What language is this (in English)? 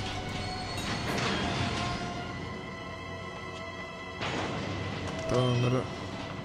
Bulgarian